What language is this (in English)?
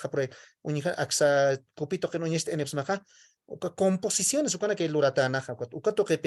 Aymara